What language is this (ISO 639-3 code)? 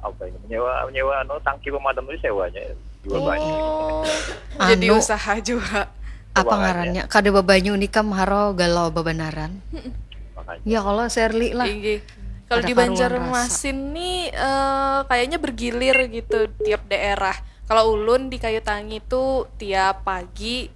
bjn